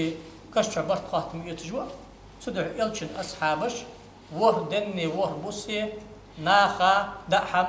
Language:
Ingush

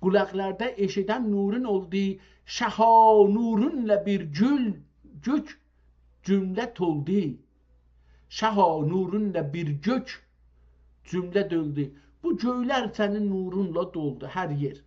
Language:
South Azerbaijani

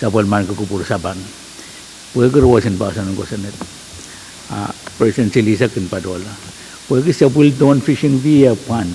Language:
Pohnpeian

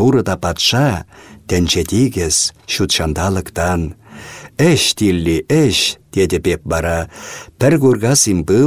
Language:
Chuvash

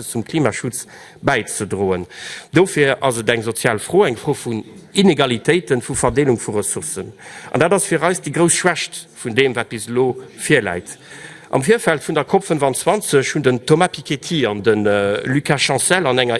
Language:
Luxembourgish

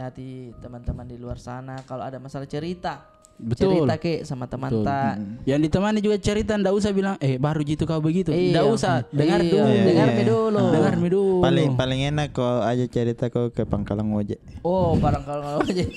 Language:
Makassar Malay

